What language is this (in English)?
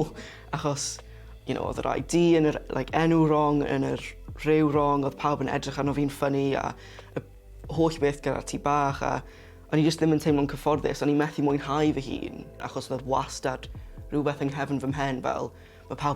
Welsh